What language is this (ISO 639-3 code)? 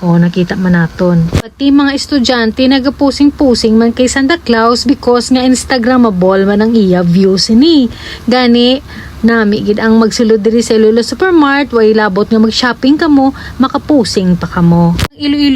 hil